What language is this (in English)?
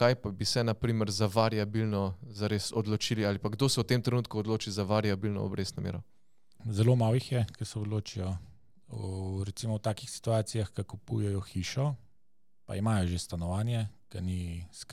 Slovenian